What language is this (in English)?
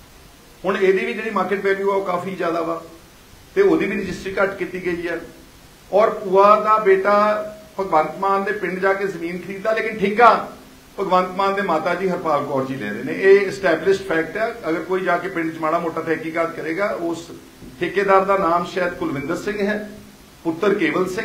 Punjabi